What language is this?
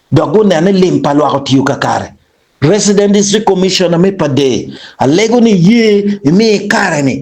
Acoli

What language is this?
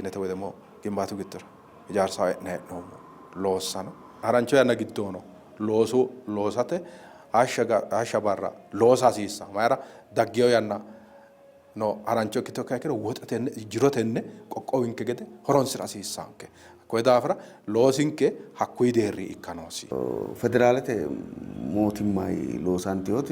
Sidamo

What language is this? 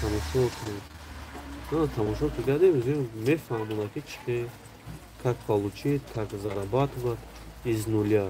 Tajik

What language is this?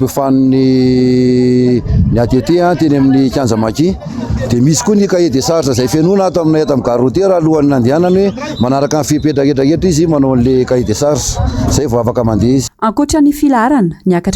Malagasy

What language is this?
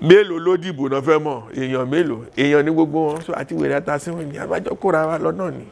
Yoruba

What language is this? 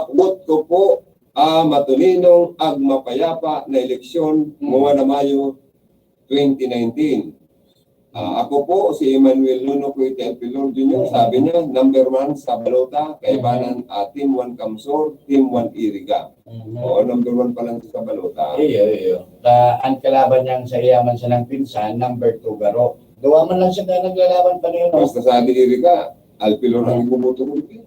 Bikol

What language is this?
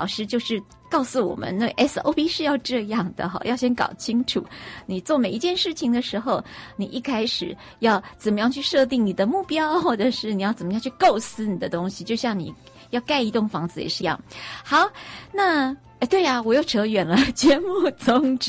Chinese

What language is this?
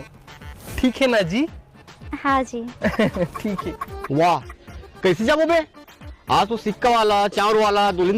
Chhattisgarhi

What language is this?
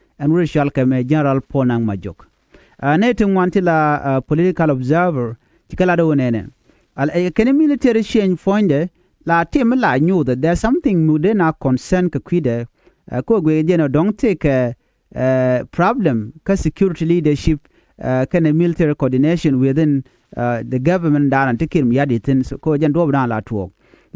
Nuer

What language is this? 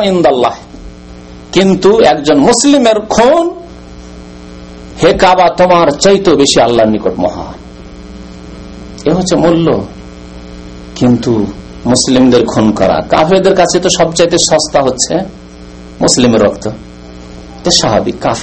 Bangla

